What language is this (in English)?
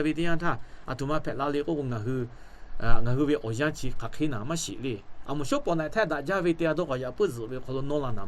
Lahu